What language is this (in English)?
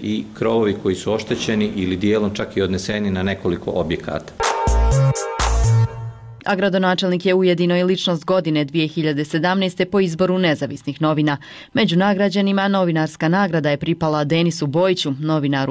Bosnian